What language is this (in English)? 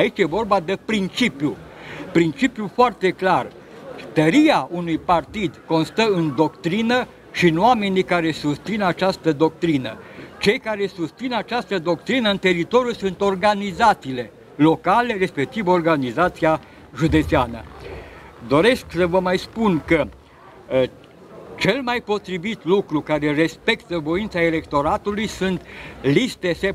Romanian